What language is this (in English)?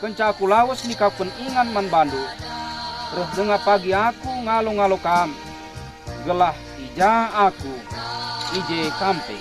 Batak Karo